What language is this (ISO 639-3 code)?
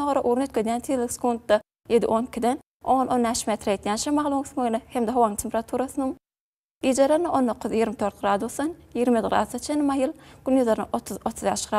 tuk